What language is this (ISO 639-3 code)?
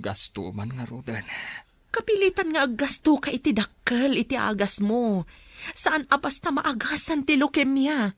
ilo